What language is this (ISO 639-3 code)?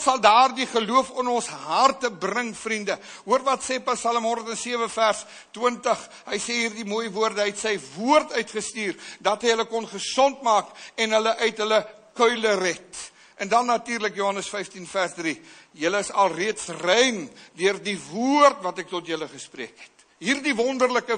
afr